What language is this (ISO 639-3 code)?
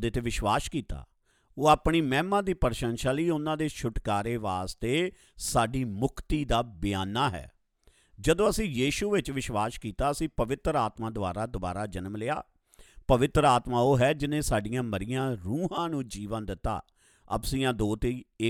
pan